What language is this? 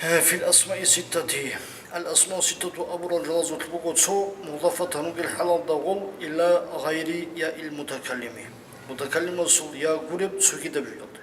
Avaric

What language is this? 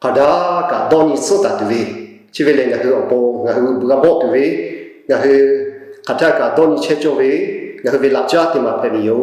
Lahu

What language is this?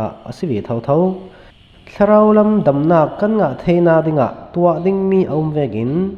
Falam Chin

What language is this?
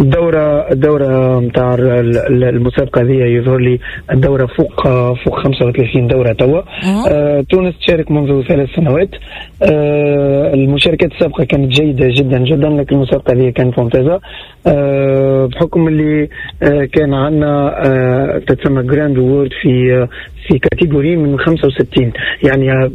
Tunisian Arabic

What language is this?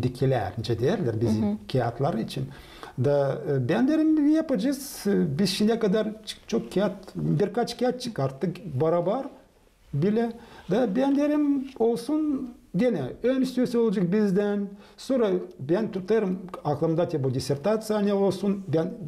Gagauz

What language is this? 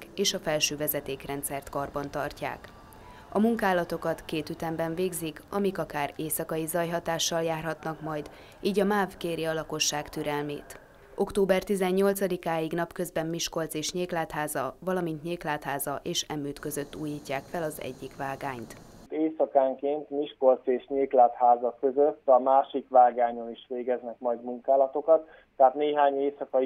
Hungarian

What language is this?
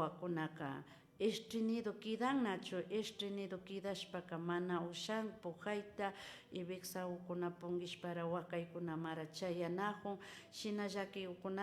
Imbabura Highland Quichua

